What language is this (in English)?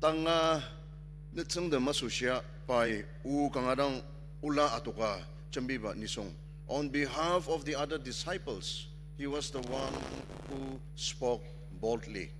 Ao Naga